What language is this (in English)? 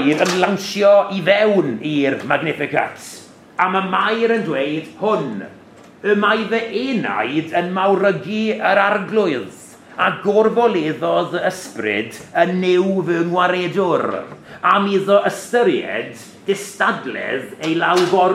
Welsh